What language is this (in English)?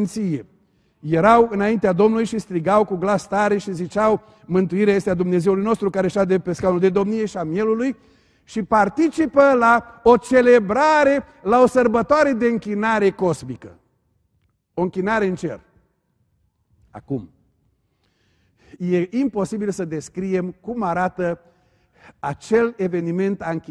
Romanian